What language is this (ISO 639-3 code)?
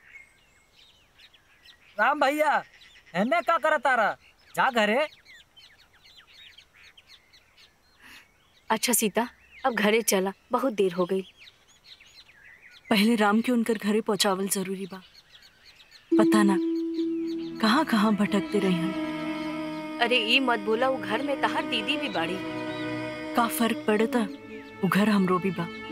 bho